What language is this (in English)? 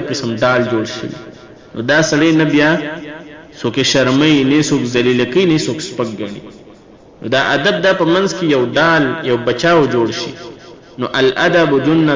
Pashto